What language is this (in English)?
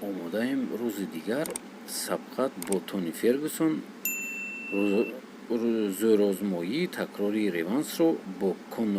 Tajik